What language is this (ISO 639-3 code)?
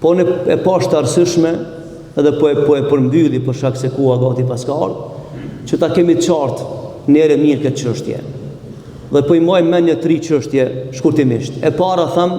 sqi